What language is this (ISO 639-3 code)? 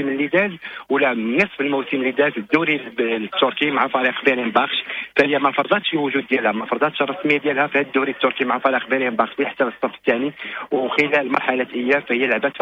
ary